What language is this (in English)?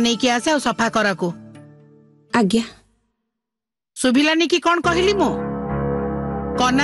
Odia